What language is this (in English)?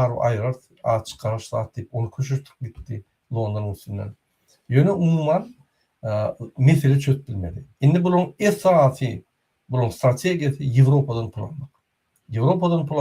Turkmen